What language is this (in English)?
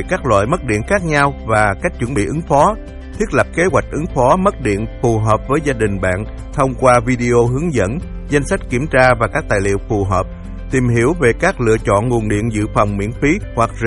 Vietnamese